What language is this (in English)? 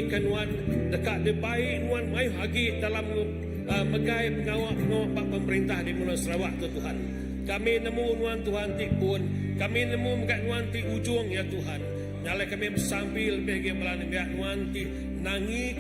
Iban